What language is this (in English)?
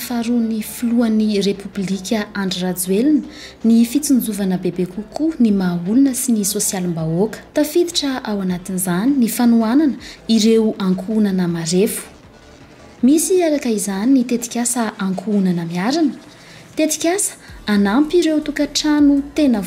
Malagasy